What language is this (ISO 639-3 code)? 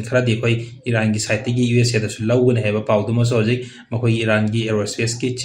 mni